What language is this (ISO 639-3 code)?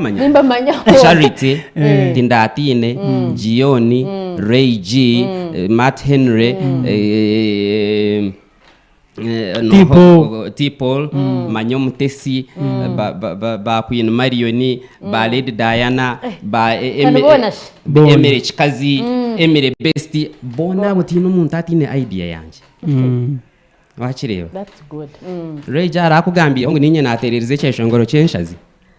nyn